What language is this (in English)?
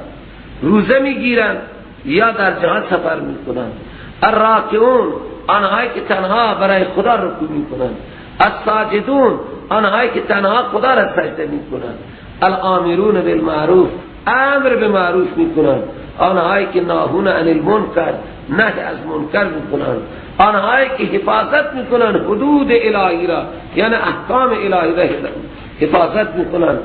Persian